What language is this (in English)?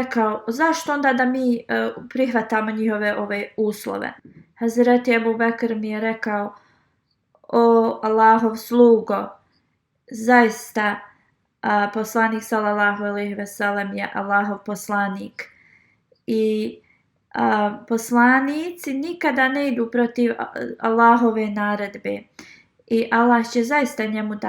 Bosnian